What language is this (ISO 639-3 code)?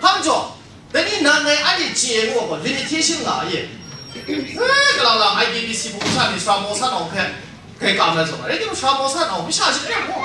kac